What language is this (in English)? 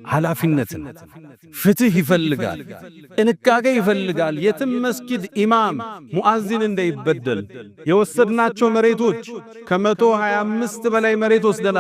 Amharic